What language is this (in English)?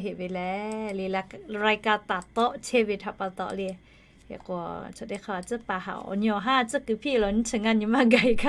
Lahu